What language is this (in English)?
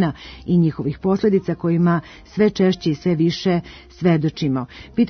Serbian